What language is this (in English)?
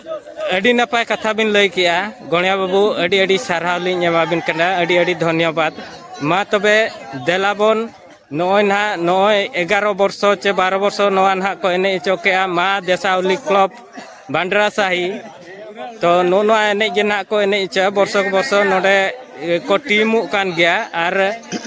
Santali